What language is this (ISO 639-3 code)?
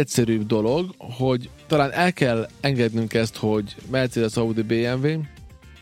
hun